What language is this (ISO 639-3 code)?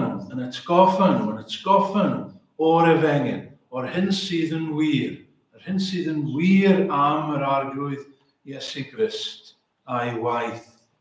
cym